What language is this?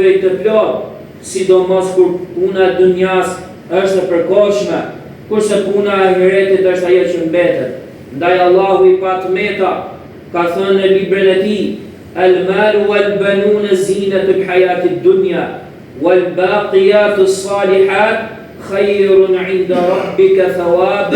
Albanian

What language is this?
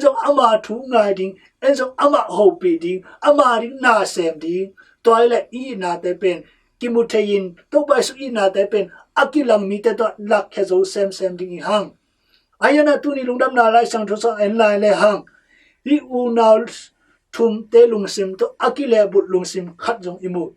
Tedim Chin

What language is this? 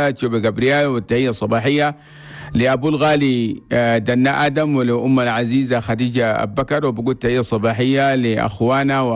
Chadian Arabic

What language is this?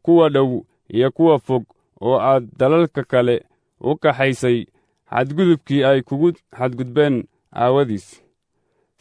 Somali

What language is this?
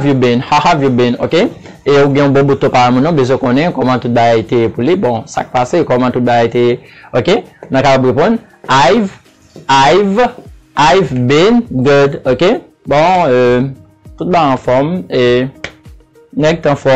Haitian Creole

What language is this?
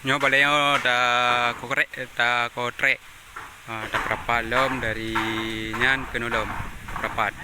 Achinese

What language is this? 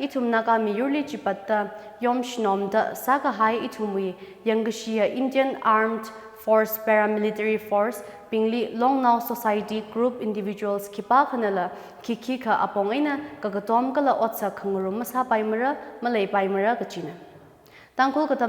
Tangkhul Naga (India)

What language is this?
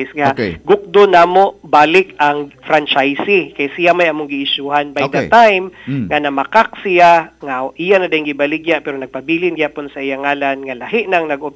Cebuano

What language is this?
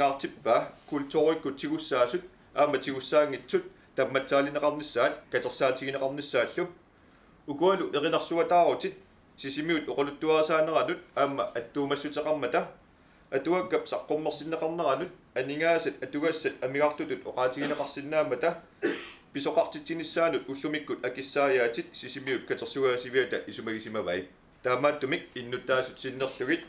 Kalaallisut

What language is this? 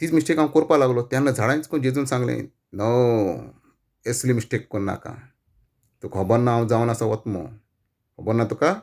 Konkani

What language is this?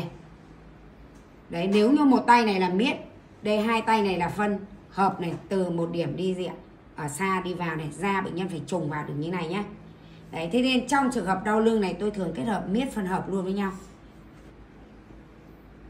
Vietnamese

